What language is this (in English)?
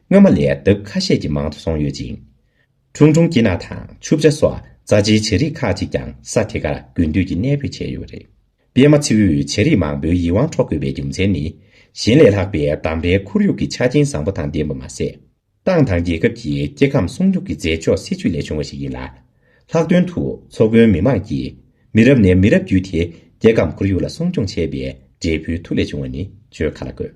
Tibetan